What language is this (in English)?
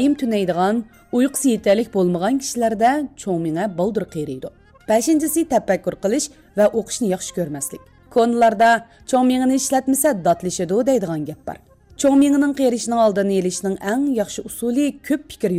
Uyghur